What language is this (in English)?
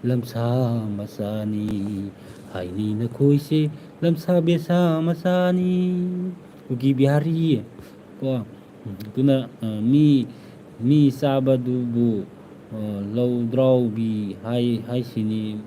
Manipuri